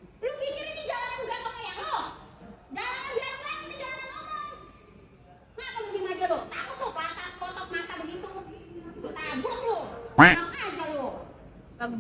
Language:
Betawi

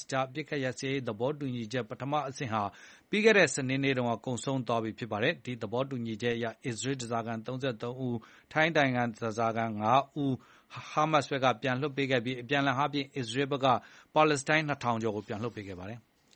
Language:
Burmese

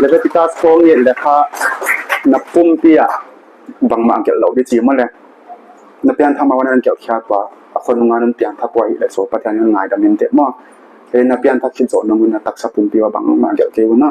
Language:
Paite Chin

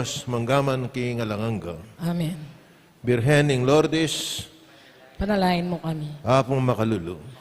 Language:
Pampanga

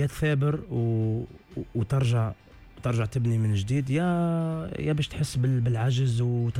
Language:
Tunisian Arabic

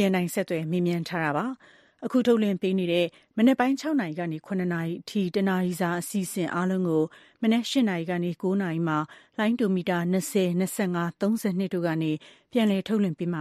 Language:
Burmese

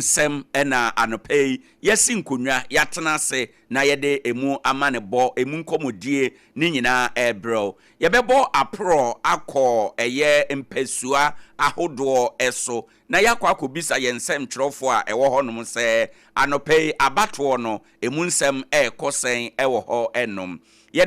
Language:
Akan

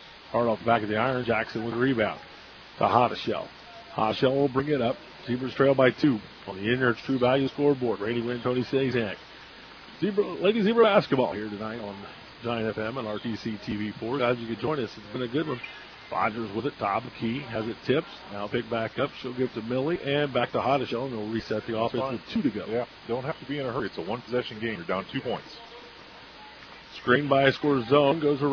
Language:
English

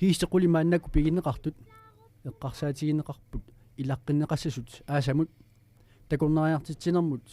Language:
Kalaallisut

